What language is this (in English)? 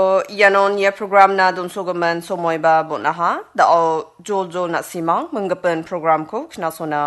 Garo